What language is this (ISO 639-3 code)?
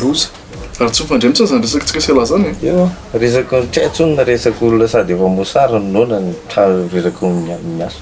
mlg